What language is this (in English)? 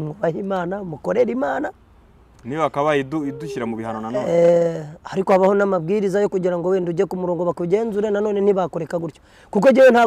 Kinyarwanda